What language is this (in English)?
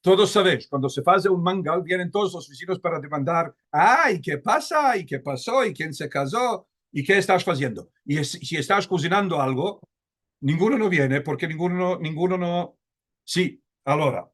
Ladino